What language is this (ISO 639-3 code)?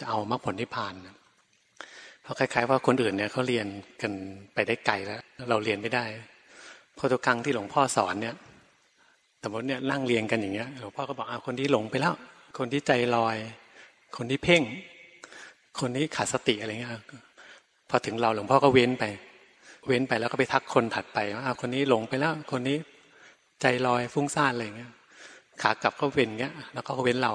tha